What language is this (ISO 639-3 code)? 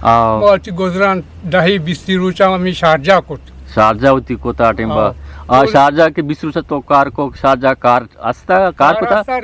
bgp